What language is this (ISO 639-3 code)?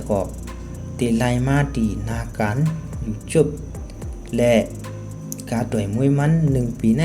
shn